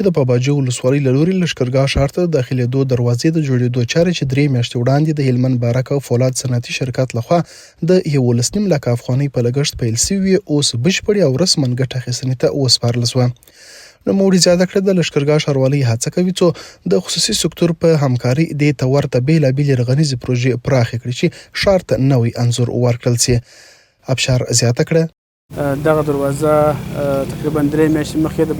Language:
Pashto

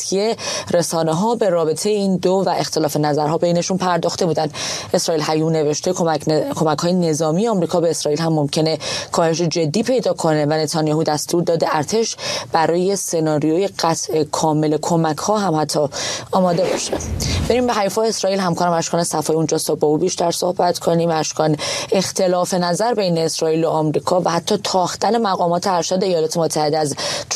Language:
Persian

